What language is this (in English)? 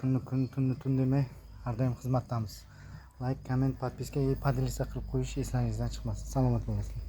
Uzbek